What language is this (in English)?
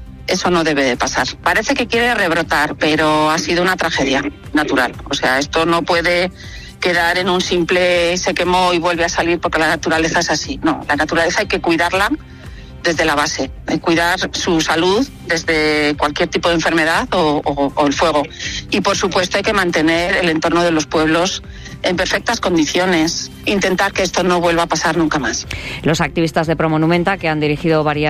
Spanish